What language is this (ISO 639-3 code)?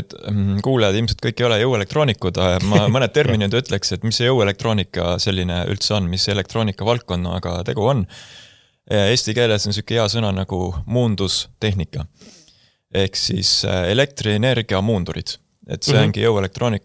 est